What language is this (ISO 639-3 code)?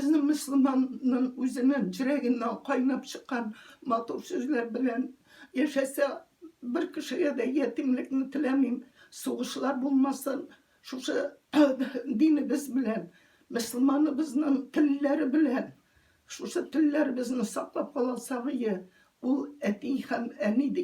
tat